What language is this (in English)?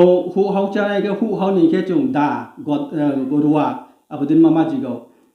Riang (India)